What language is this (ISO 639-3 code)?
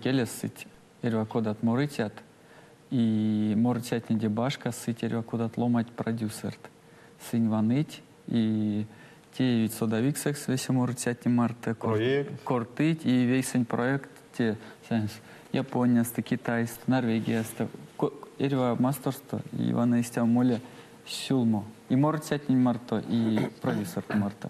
myv